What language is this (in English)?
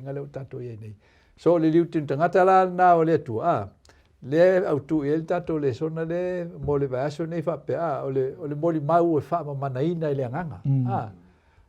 Samoan